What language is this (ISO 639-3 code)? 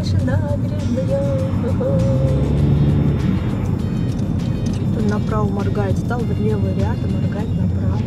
rus